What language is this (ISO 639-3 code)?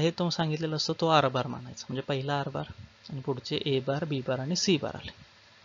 mar